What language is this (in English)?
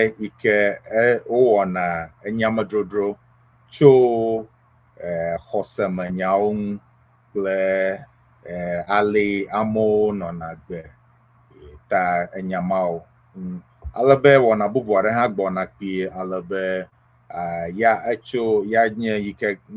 Ewe